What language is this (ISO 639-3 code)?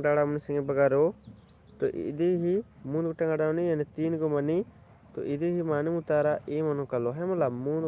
kru